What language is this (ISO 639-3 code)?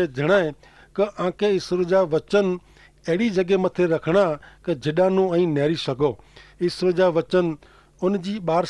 kfr